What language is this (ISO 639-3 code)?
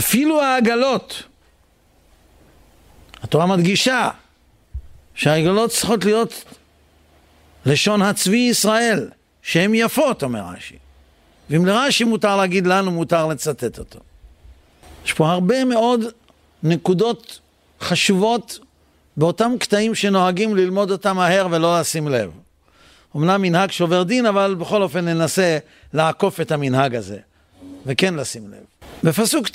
heb